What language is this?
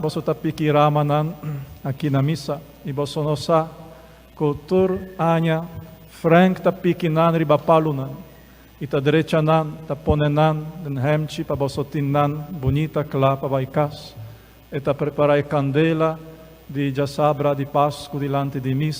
Papiamento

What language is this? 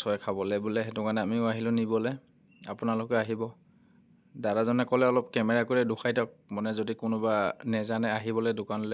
Assamese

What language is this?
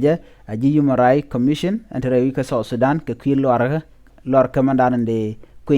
Nuer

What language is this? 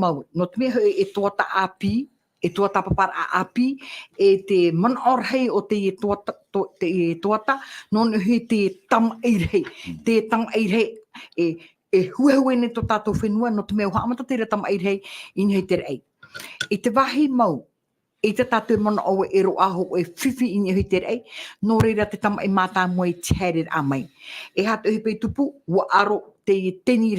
Tahitian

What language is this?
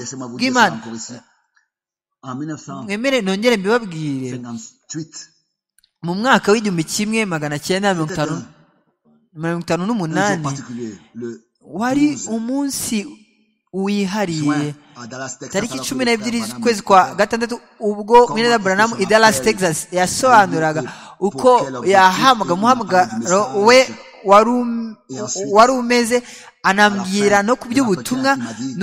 Kinyarwanda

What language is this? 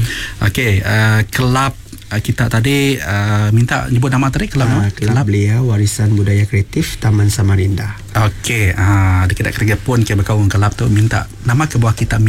Iban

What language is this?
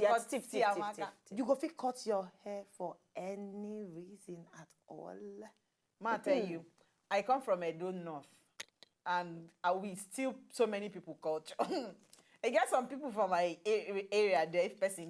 Nigerian Pidgin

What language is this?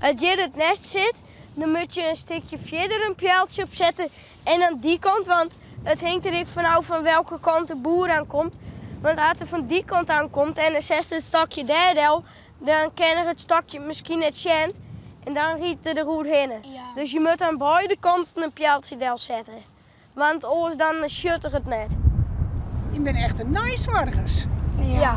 Western Frisian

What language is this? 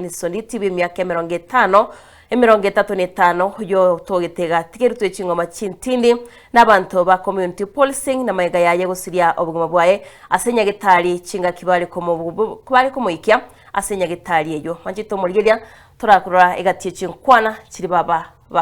Gusii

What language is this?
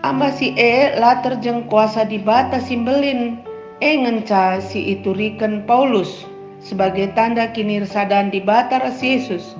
Batak Karo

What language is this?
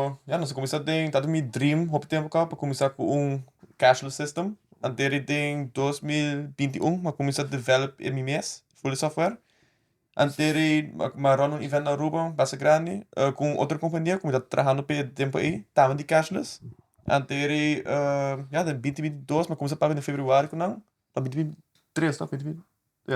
Papiamento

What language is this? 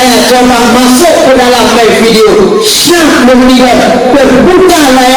Achinese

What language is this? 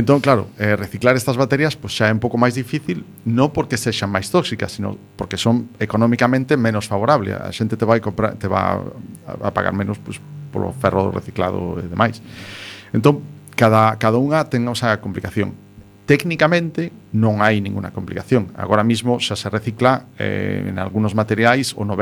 Galician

